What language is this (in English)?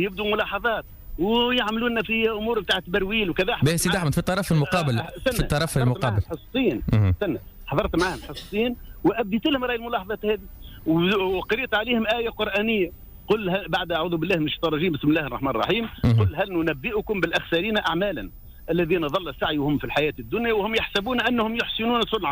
Tunisian Arabic